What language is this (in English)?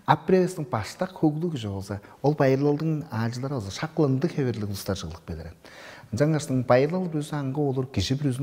Tuvinian